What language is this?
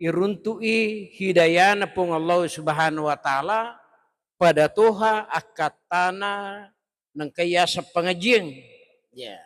Buginese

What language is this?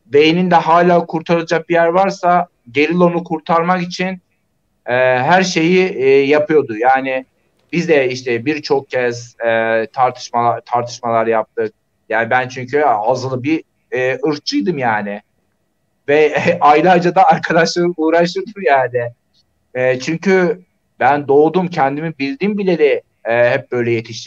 Turkish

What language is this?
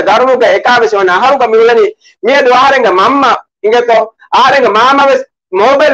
Divehi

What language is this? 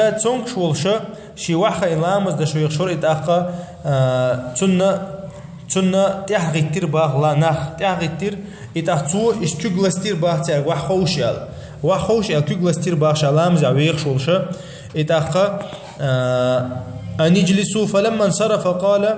Chechen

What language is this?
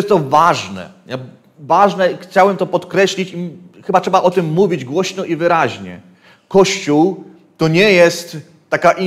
Polish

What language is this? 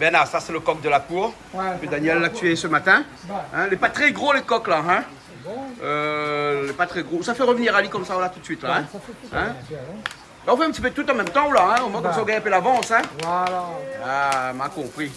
Réunion Creole French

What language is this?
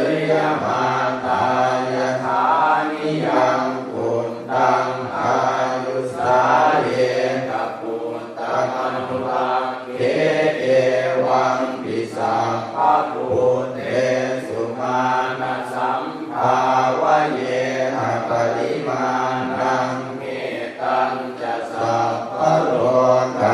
Pali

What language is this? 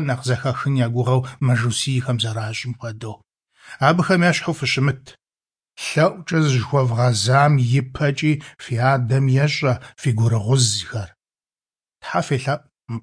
Kabardian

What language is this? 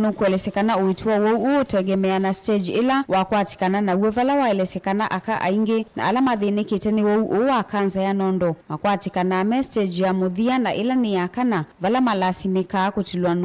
Kamba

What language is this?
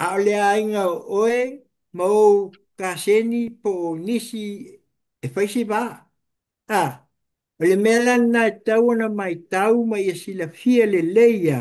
Samoan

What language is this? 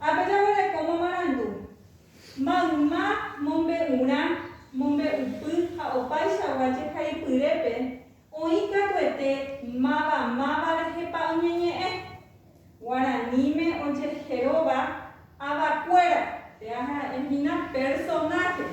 Guarani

